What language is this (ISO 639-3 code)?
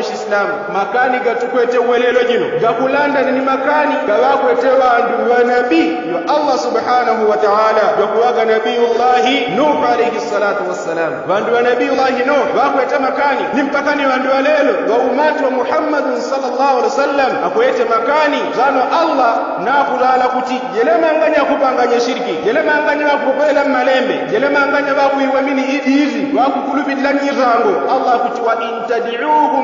yao